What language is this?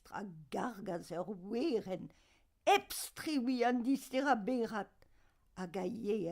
Breton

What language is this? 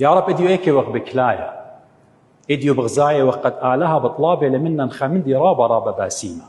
Assyrian Neo-Aramaic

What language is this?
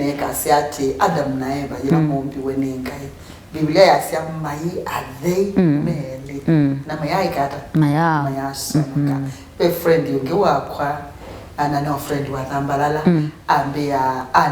Kamba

